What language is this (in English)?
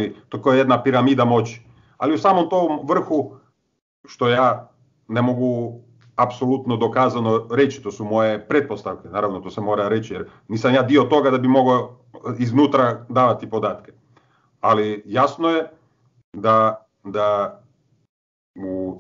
Croatian